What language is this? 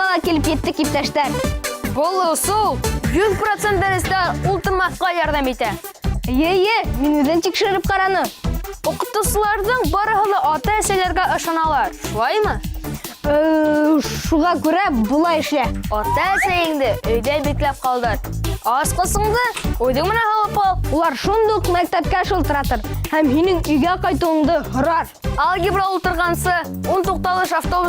Bashkir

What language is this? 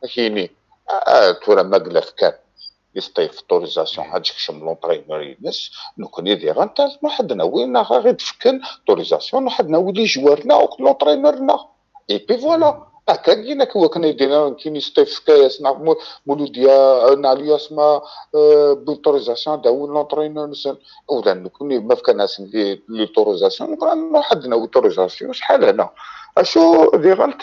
Kabyle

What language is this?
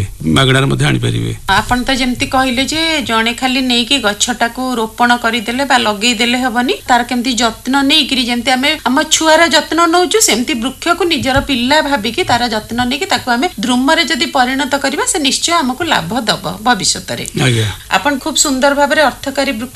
Odia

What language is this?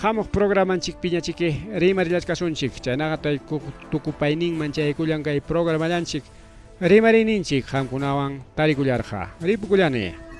Ayacucho Quechua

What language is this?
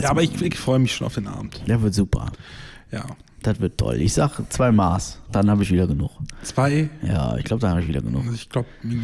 German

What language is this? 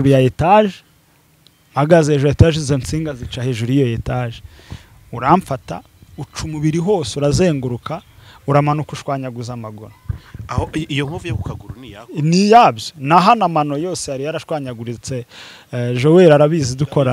Kinyarwanda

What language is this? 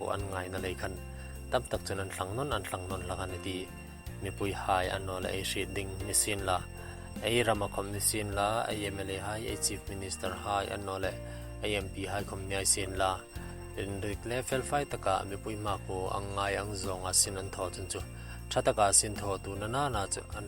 Hmar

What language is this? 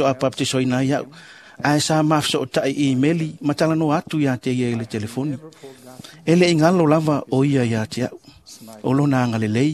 Samoan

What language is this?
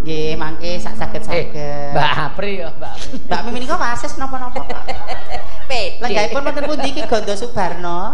Javanese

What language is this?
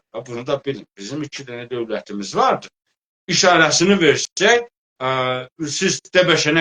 South Azerbaijani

